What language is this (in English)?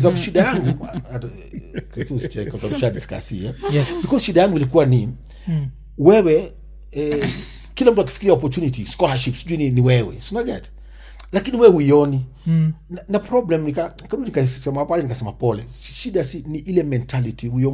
Swahili